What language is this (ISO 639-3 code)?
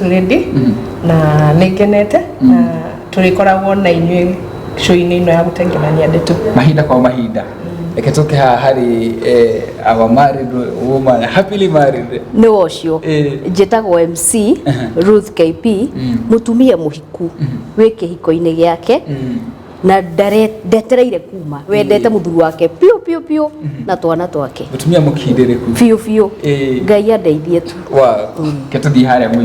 kik